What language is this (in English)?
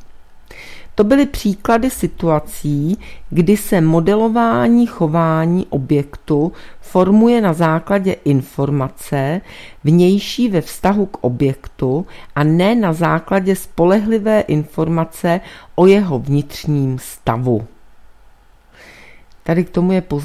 Czech